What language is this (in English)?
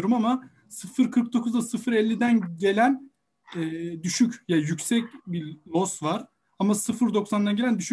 Turkish